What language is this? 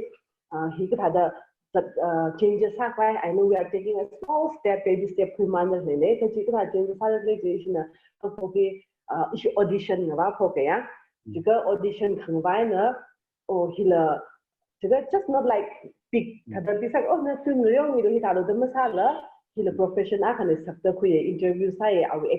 Tangkhul Naga (India)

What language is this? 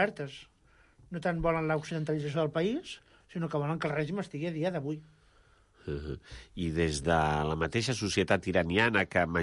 Catalan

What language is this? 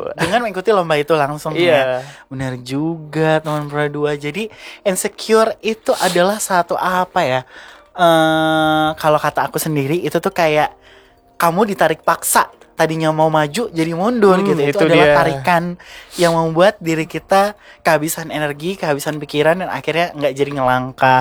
Indonesian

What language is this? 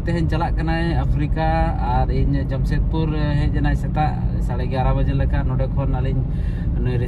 Santali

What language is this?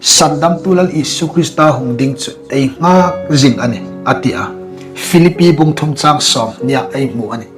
Hmar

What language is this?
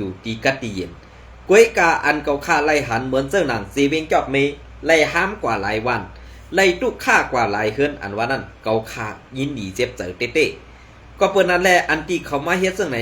Shan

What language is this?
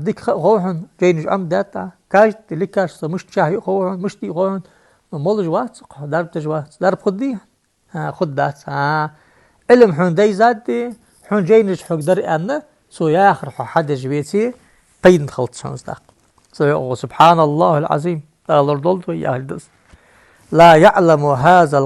Ingush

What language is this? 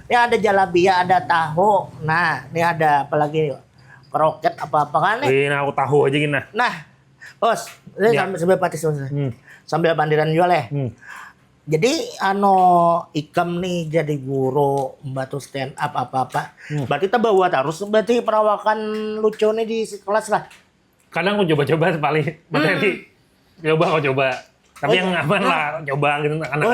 Banjar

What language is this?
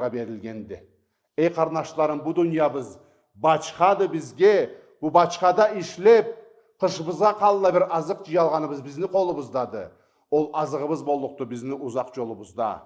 Karachay-Balkar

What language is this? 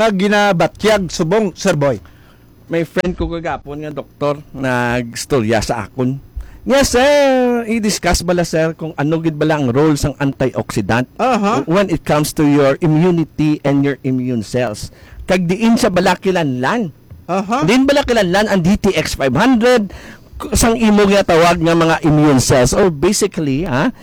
Hiligaynon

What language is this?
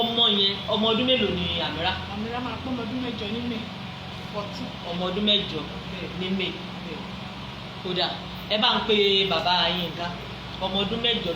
Yoruba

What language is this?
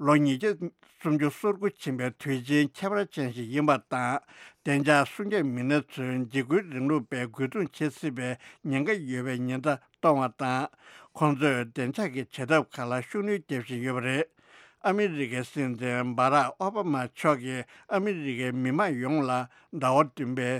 Tibetan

